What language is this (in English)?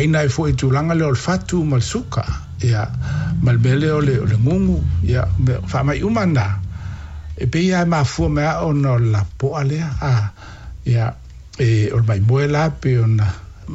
Samoan